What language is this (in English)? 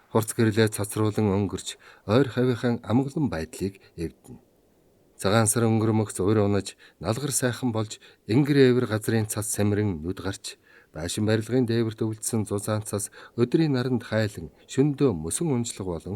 Mongolian